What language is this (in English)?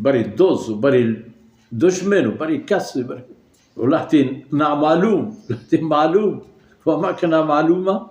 Baluchi